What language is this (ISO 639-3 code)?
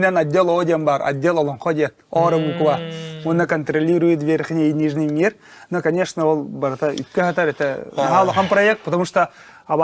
sah